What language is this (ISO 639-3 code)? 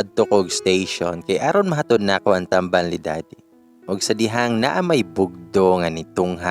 ceb